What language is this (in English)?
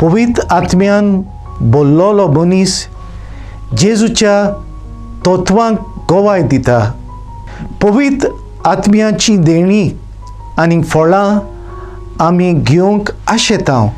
Konkani